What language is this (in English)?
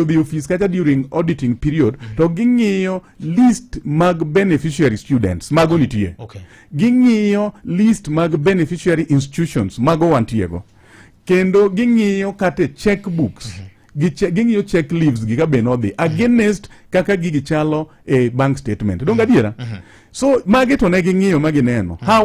Luo (Kenya and Tanzania)